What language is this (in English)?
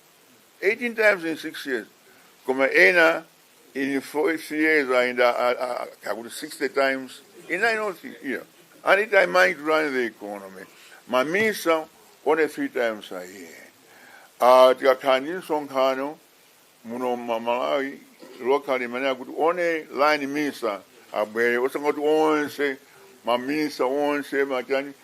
Nyanja